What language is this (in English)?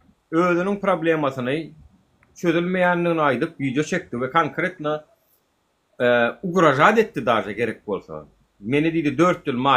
Turkmen